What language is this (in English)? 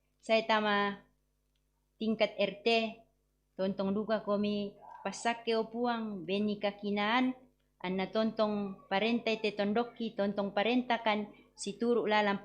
Toraja-Sa'dan